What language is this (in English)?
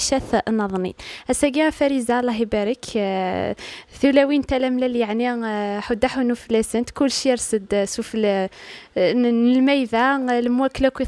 Kabyle